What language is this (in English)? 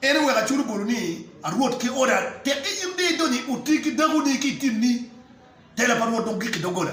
Acoli